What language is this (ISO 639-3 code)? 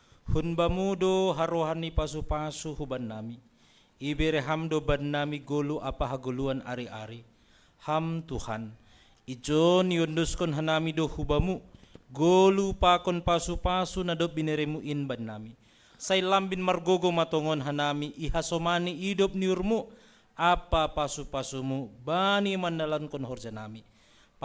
bts